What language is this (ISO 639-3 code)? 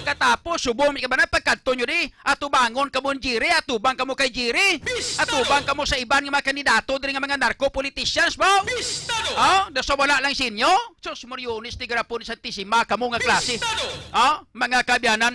hil